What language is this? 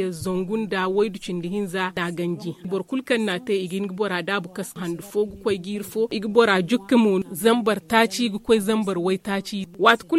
Zarma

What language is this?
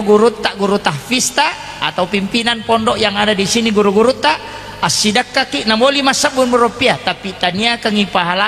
Buginese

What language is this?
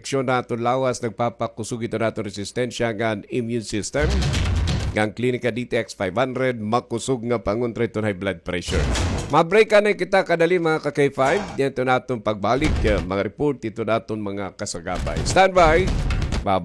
Waray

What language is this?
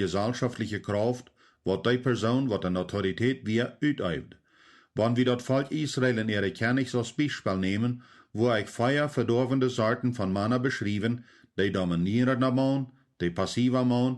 Plautdietsch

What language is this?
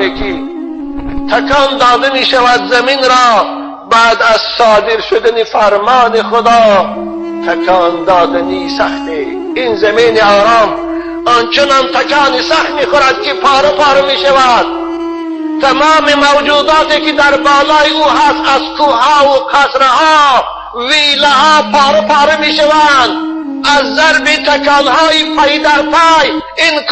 Tajik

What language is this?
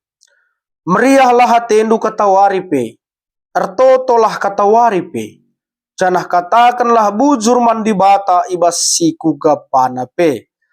Batak Karo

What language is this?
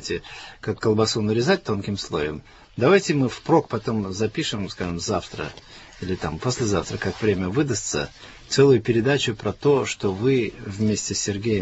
Russian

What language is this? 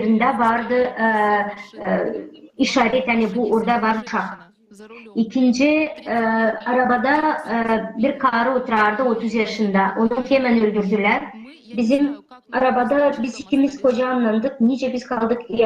Gagauz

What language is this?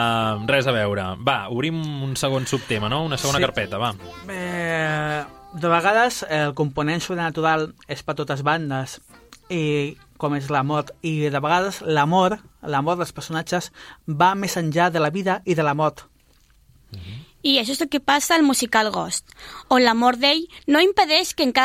Catalan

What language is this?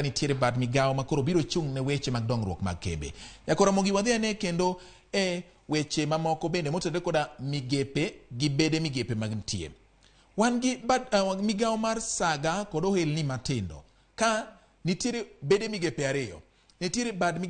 Luo (Kenya and Tanzania)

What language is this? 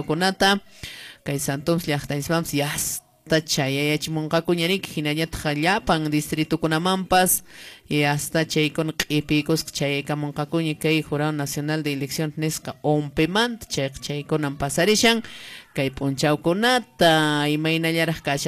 Quechua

